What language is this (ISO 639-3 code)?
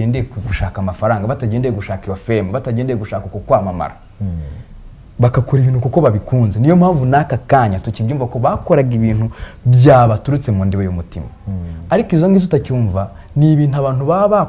kin